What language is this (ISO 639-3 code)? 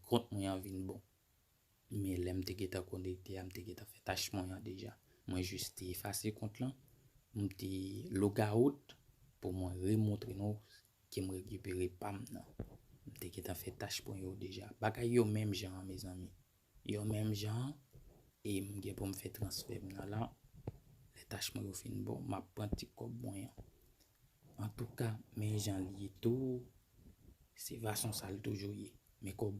hat